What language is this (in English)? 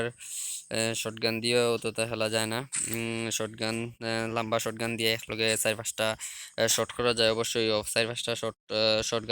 Sylheti